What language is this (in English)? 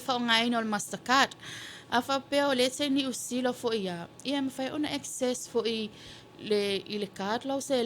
Samoan